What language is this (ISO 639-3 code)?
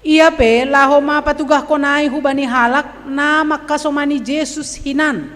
bts